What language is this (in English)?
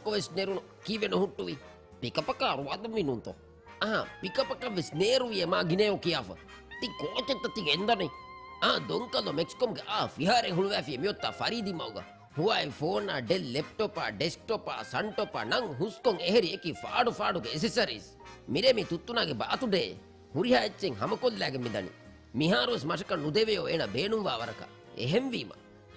Divehi